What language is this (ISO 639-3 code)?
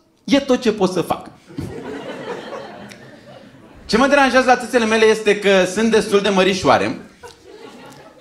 ron